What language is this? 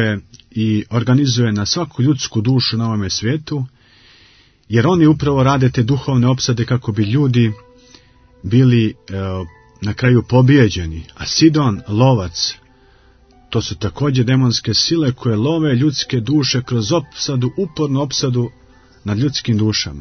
Croatian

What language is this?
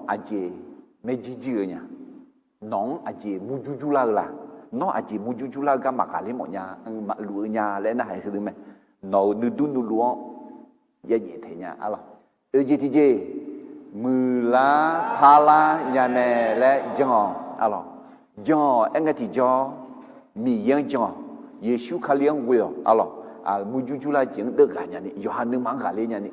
Akha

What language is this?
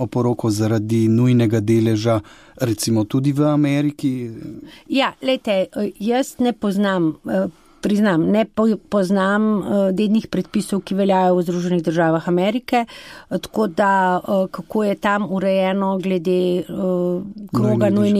Slovenian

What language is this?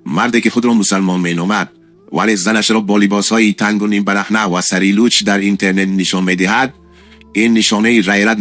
Tajik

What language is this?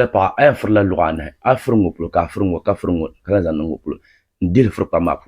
Dagbani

